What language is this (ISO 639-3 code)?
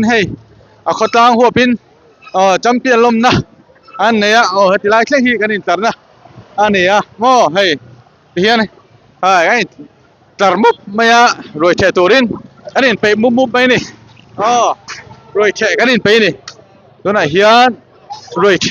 lus